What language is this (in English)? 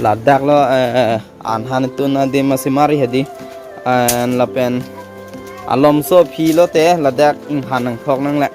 Karbi